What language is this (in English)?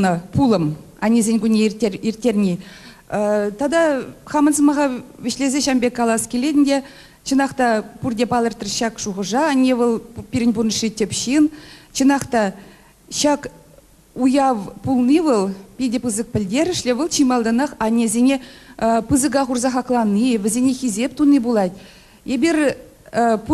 Chuvash